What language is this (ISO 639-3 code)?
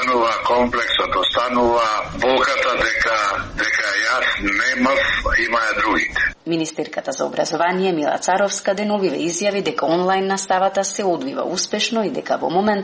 mkd